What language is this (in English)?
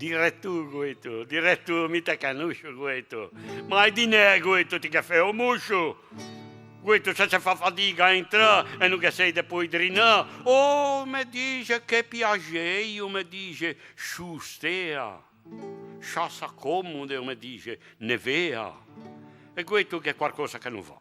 Ligurian